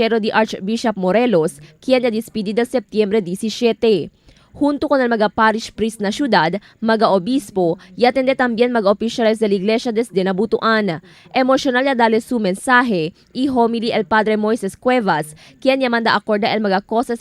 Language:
Chavacano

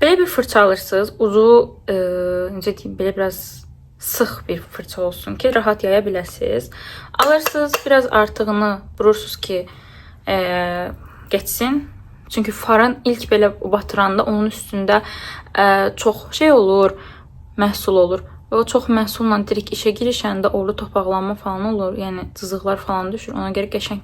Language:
Azerbaijani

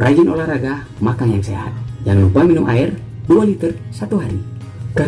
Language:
Manado Malay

